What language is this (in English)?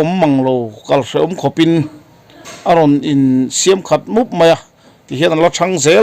Mizo